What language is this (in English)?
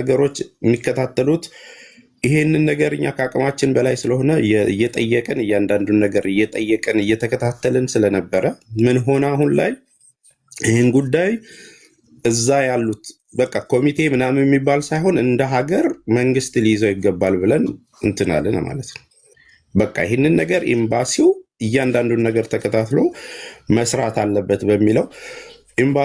Amharic